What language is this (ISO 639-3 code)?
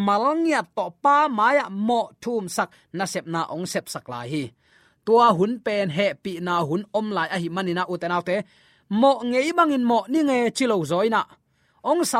ctd